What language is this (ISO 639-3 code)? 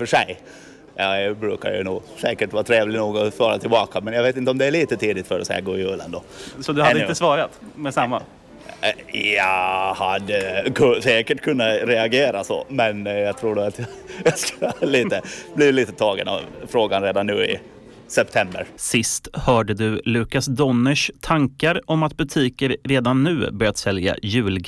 swe